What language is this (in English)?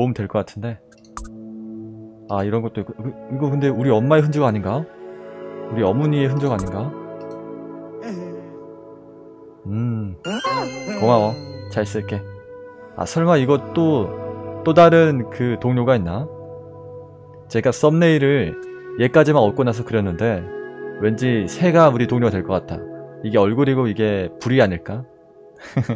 Korean